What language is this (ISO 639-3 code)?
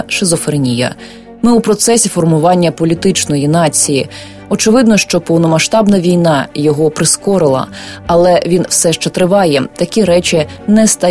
ukr